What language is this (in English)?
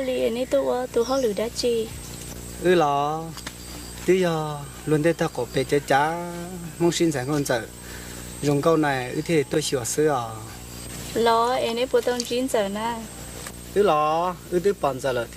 Hmong